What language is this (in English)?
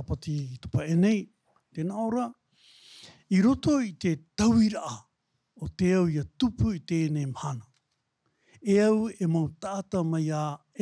Tahitian